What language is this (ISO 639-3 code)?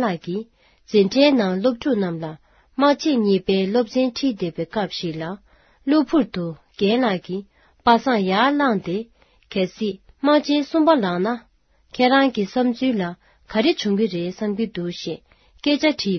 bod